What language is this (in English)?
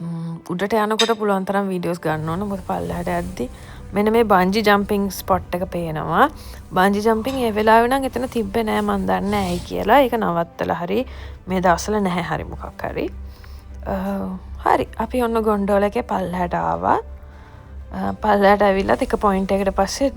Sinhala